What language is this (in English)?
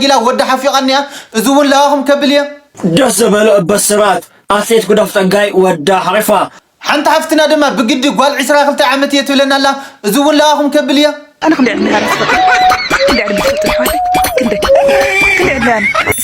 Tigrinya